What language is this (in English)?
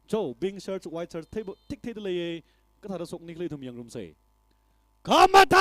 Tangkhul Naga (India)